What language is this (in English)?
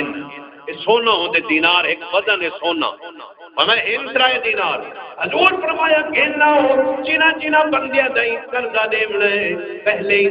Saraiki